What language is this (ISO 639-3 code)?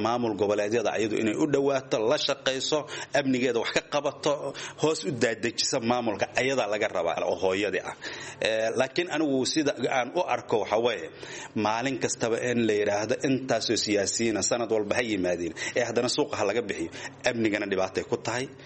som